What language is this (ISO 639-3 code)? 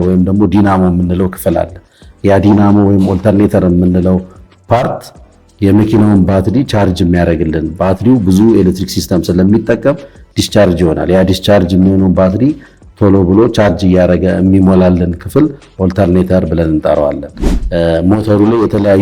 amh